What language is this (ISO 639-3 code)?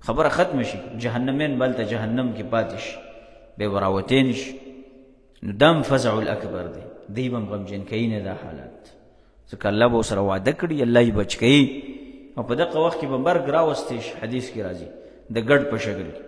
pus